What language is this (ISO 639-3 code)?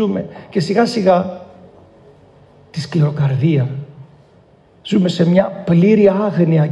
ell